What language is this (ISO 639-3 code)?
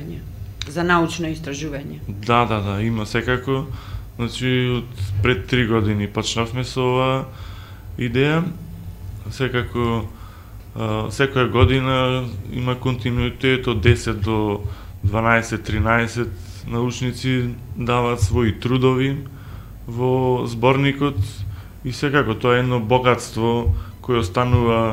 mkd